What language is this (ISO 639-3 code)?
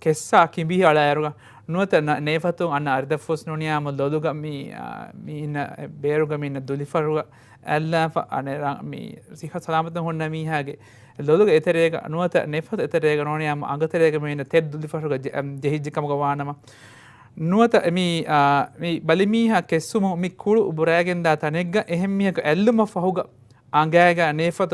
div